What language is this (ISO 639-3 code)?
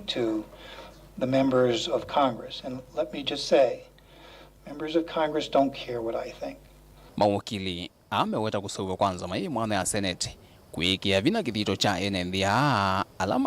kam